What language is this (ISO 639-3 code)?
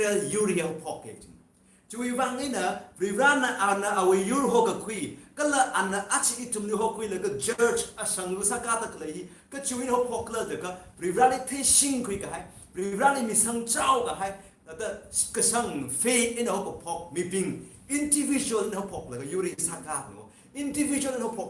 nmf